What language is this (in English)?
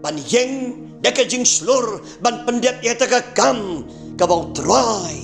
Khasi